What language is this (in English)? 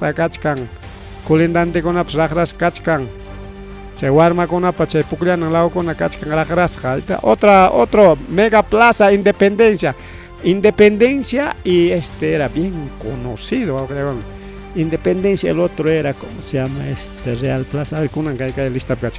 Ayacucho Quechua